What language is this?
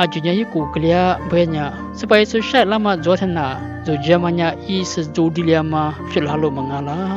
Lisu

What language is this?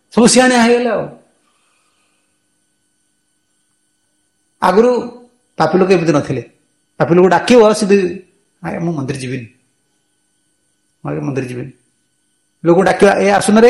Odia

